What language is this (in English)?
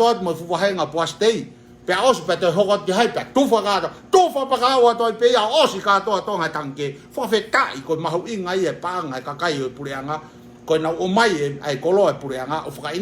Tongan